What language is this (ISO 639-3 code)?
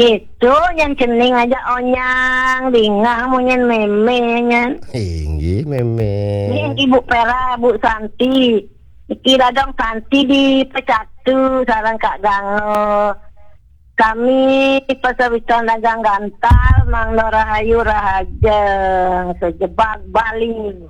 ban